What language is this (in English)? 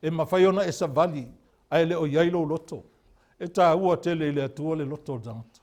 Samoan